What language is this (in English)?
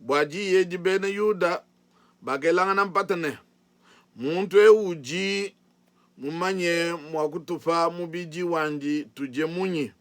Luba-Lulua